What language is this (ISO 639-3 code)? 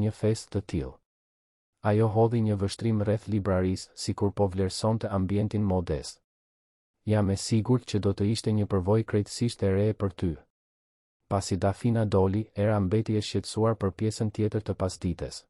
sqi